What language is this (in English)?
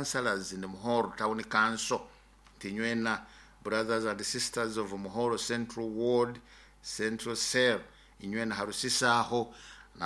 Nyoro